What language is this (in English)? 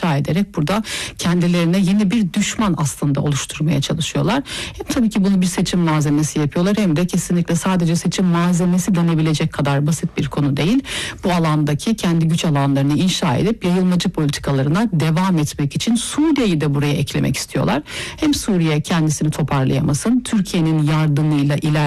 Turkish